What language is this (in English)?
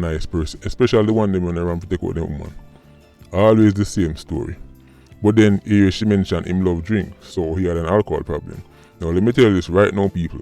Jamaican Creole English